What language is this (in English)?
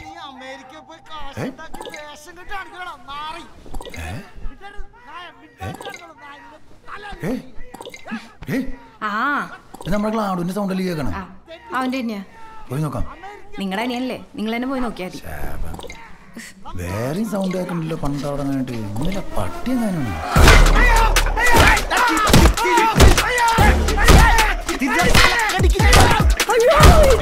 Malayalam